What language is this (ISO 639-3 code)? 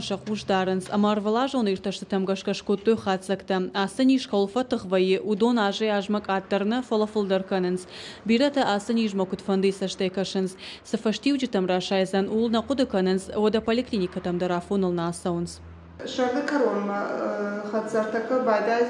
oss